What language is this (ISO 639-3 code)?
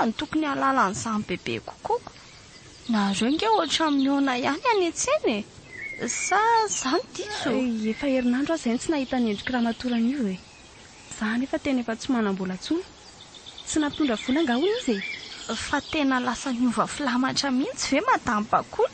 mlg